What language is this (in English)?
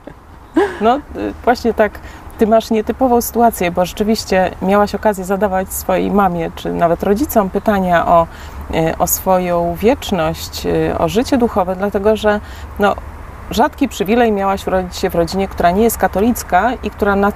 Polish